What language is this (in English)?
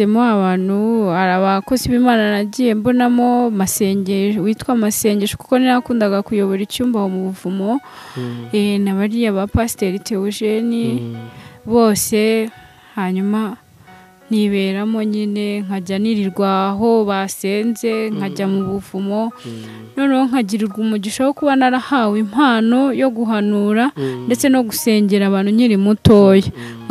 Kinyarwanda